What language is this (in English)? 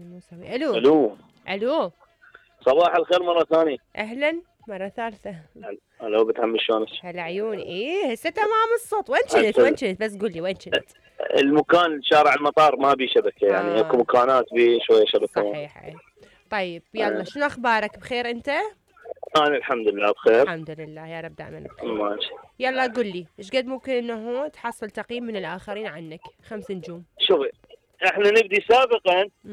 Mesopotamian Arabic